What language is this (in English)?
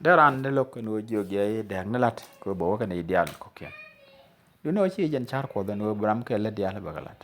Nuer